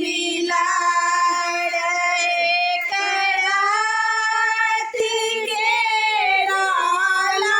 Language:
Maithili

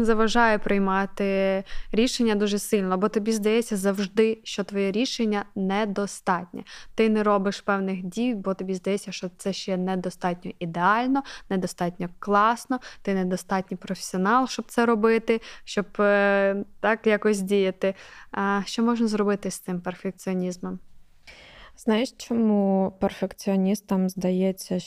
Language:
Ukrainian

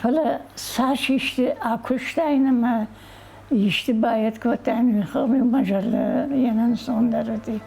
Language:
Ossetic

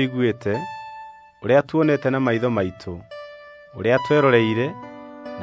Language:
Kikuyu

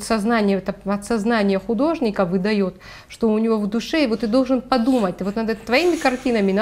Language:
Russian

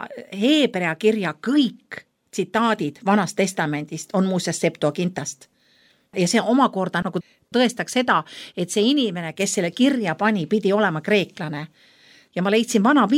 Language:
Estonian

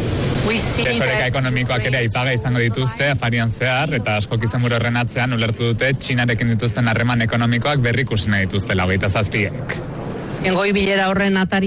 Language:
Basque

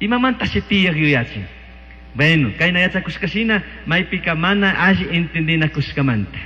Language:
Chimborazo Highland Quichua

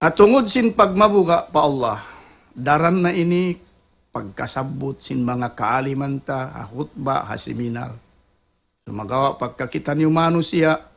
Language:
Tausug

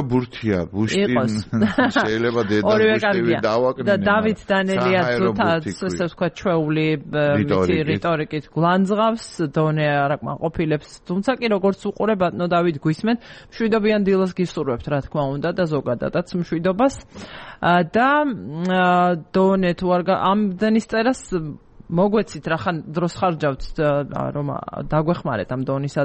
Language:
Georgian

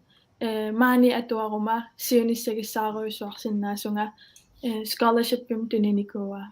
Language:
Kalaallisut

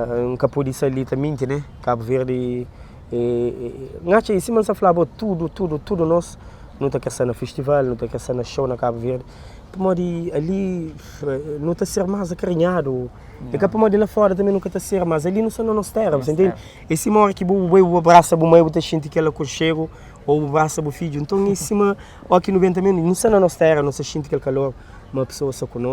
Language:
Kabuverdianu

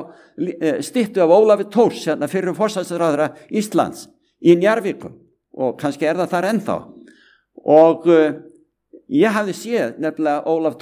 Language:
Icelandic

